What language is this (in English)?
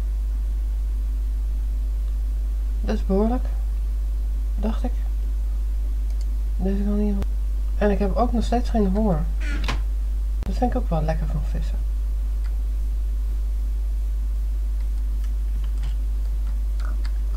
Dutch